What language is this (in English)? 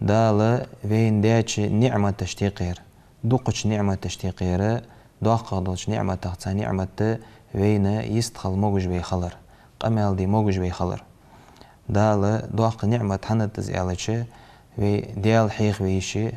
Ingush